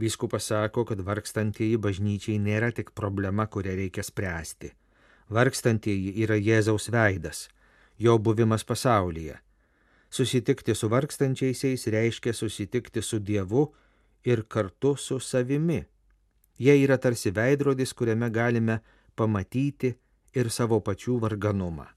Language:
Lithuanian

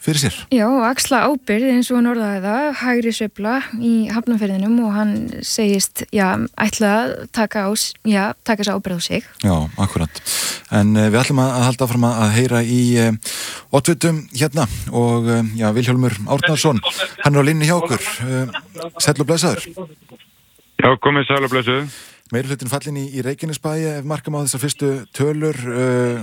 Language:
Icelandic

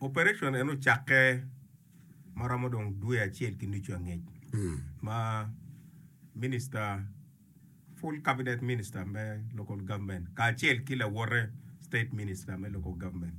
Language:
Acoli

